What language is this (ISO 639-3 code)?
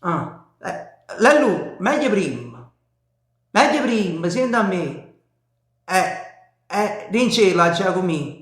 nap